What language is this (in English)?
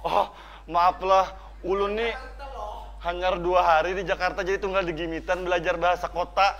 Banjar